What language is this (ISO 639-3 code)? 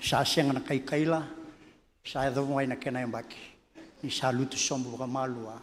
fij